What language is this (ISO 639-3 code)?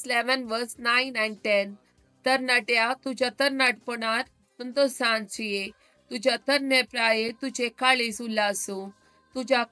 kok